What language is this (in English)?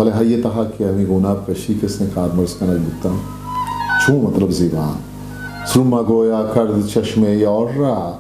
Eastern Balochi